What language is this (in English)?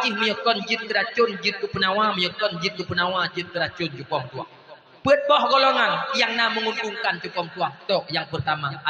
Achinese